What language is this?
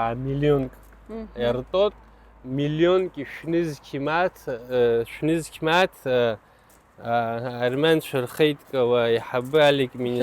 Abkhazian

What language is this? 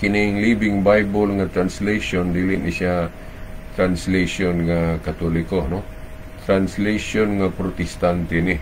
Cebuano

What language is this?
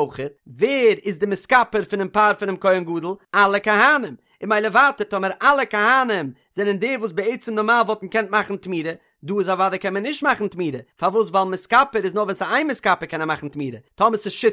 Yiddish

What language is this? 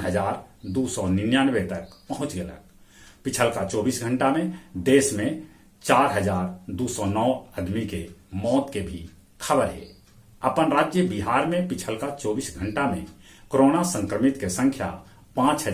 Magahi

